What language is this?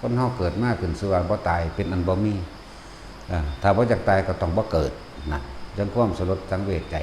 Northeastern Thai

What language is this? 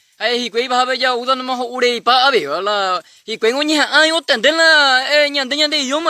Guarani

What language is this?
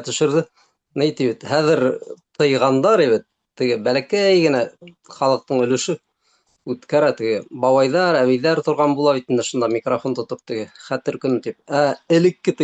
Bashkir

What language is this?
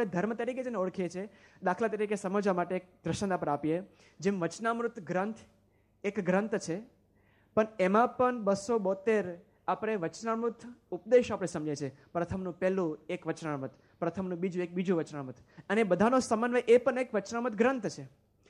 Gujarati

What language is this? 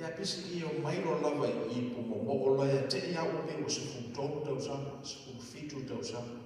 Samoan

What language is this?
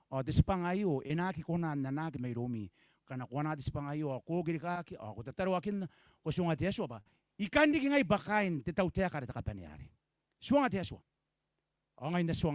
Gilbertese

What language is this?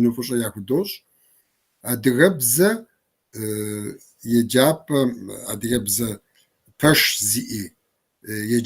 Kabardian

